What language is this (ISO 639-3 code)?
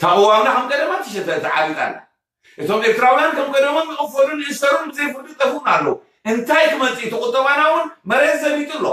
tir